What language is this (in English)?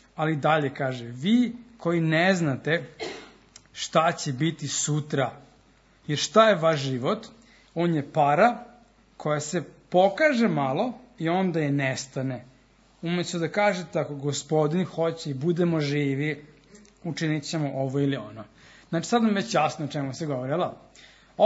Serbian